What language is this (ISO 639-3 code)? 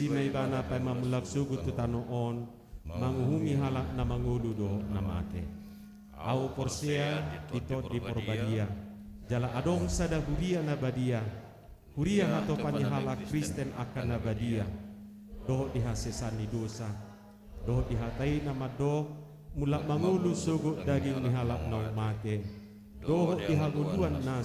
bbc